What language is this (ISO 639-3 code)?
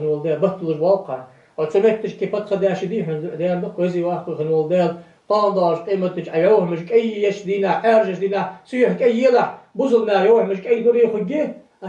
inh